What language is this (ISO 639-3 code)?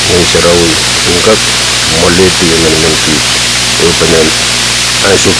pon